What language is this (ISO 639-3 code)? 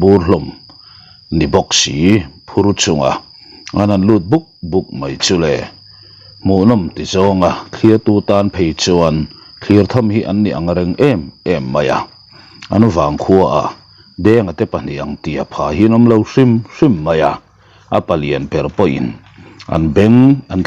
lus